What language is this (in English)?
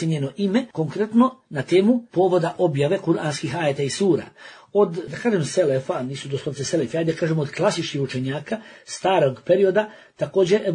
Bosnian